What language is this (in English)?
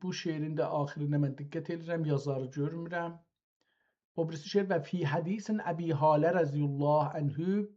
South Azerbaijani